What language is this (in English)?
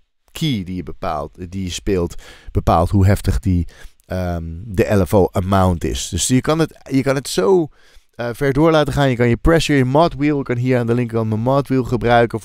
Dutch